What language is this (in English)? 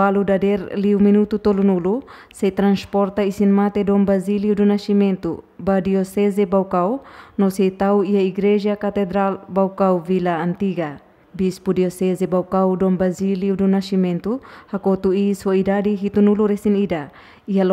Tetum